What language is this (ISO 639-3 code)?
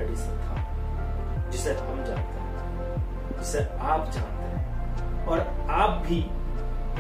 hin